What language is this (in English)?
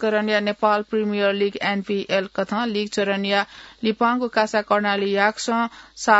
Newari